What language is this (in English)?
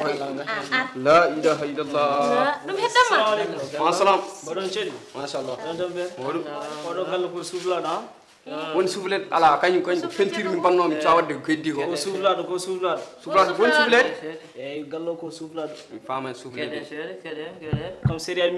Fula